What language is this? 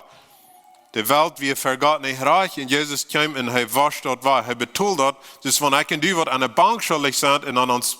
Plautdietsch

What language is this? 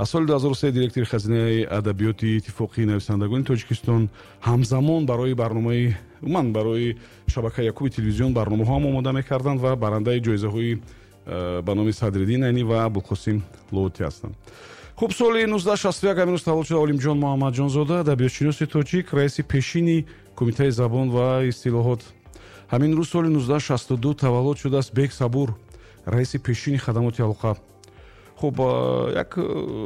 Tajik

